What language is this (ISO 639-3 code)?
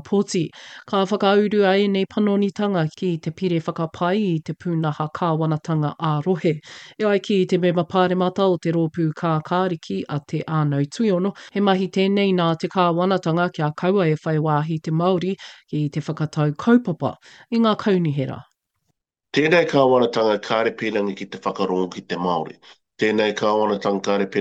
mri